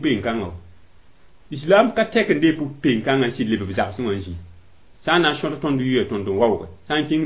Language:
Mossi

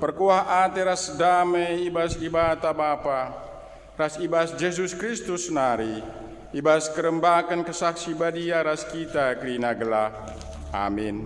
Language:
Batak Karo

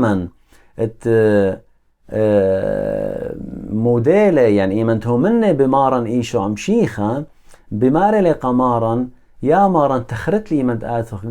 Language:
Assyrian Neo-Aramaic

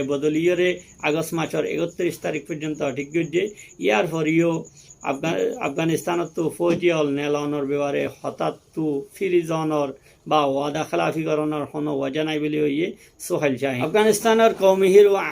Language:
Rohingya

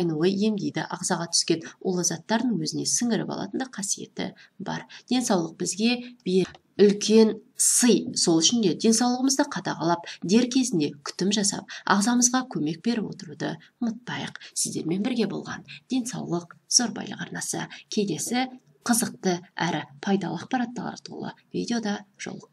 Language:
Kazakh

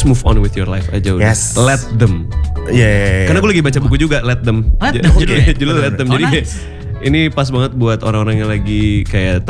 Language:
Indonesian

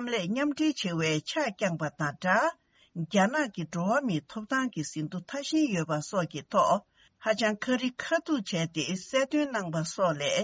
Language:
Tibetan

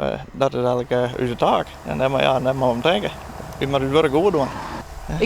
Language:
Western Frisian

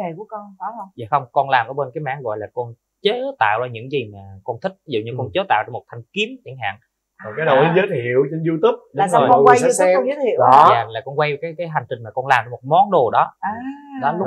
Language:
Vietnamese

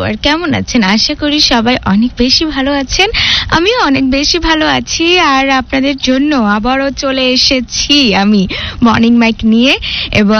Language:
Bangla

